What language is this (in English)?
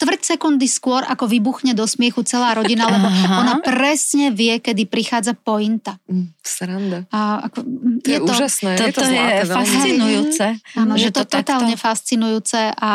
Slovak